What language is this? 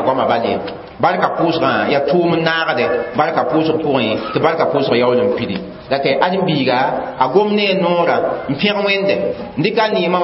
Mossi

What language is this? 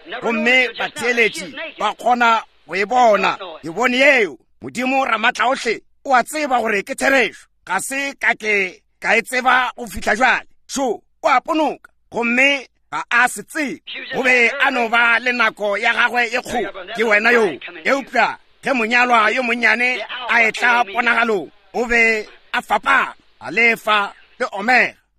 Northern Sotho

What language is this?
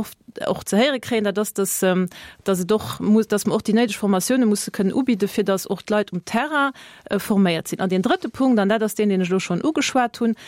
Luxembourgish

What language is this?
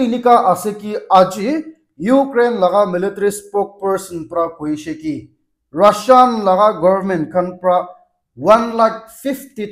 Naga Pidgin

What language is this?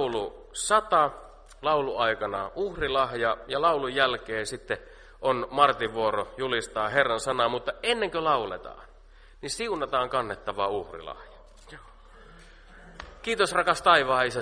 Finnish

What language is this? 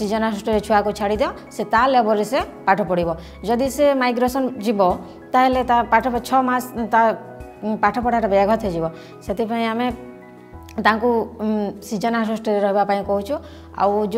Odia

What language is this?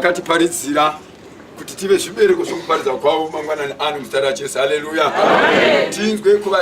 Shona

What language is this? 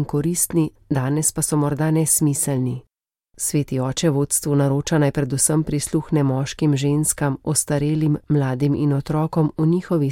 Slovenian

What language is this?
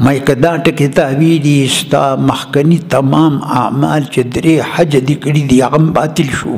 Pashto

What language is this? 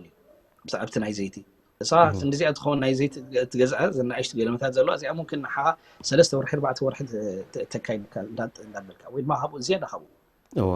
Tigrinya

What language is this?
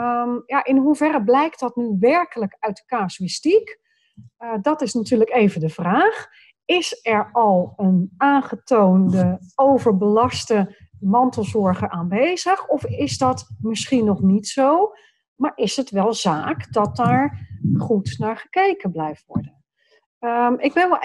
Dutch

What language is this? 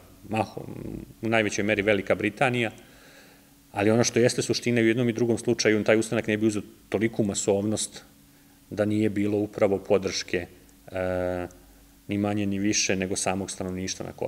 Serbian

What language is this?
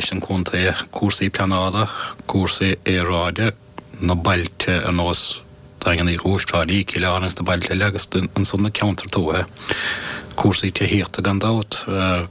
Irish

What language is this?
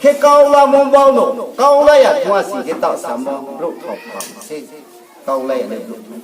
Riang (India)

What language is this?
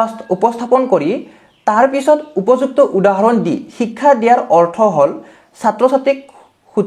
Assamese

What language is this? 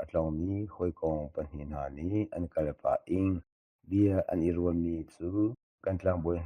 Hakha Chin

